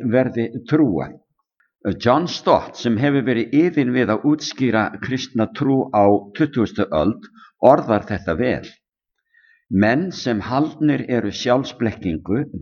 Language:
Icelandic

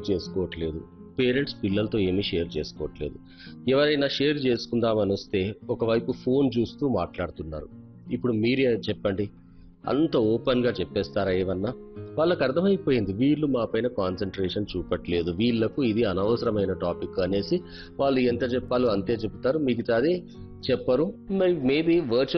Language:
Telugu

